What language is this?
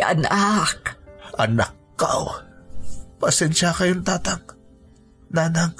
Iloko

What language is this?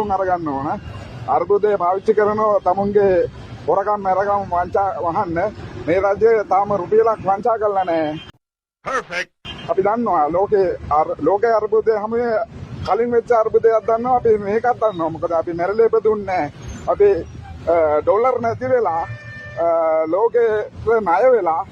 Sinhala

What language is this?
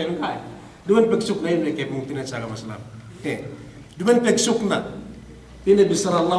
Yakan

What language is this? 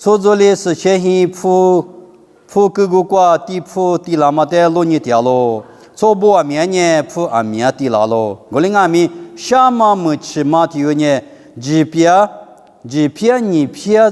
Lisu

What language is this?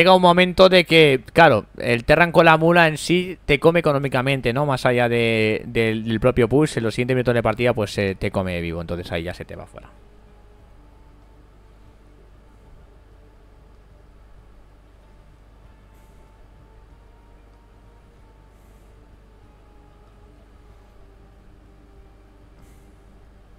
Spanish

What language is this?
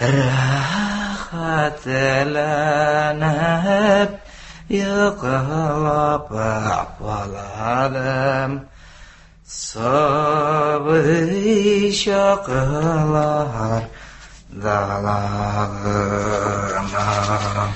Tatar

